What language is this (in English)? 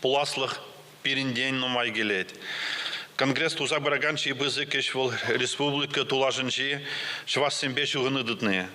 Chuvash